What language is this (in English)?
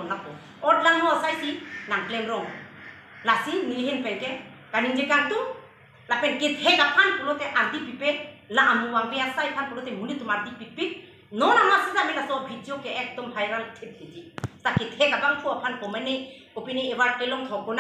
Karbi